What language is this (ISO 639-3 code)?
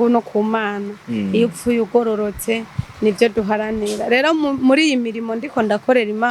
run